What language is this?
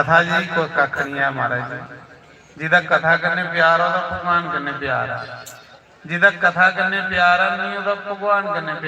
Dogri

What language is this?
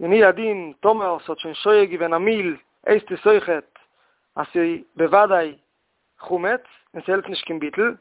Yiddish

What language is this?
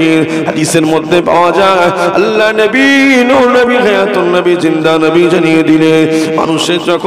Bangla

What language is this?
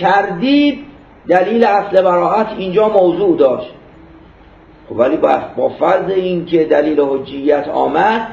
Persian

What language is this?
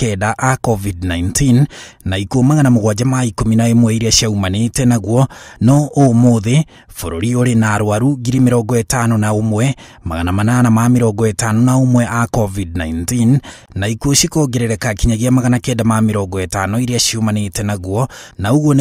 Kikuyu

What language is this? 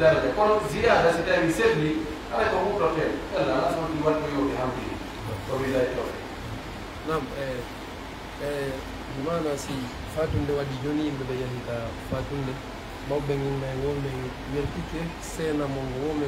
Pular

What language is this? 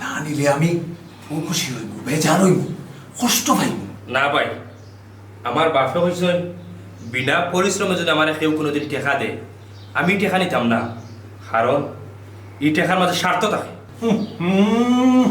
Sylheti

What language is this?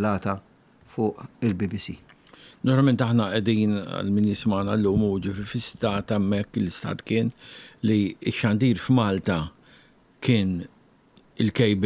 Maltese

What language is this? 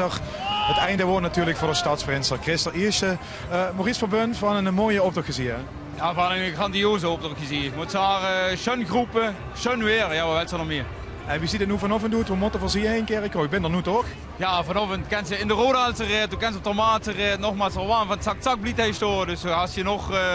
Limburgish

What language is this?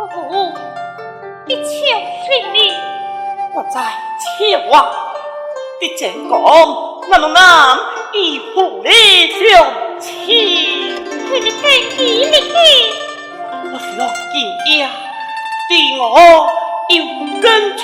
Pu-Xian Chinese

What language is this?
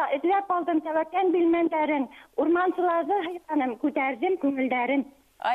Bashkir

